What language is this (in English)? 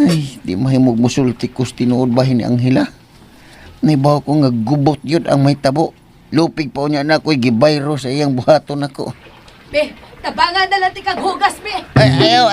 Cebuano